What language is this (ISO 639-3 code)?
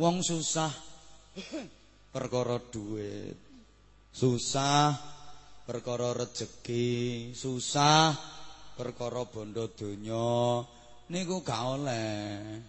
jav